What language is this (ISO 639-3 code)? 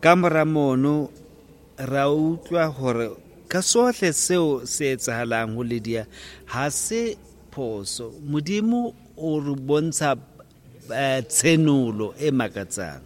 sot